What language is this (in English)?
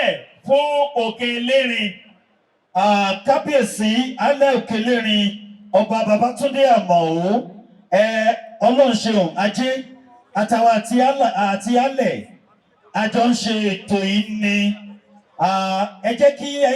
Yoruba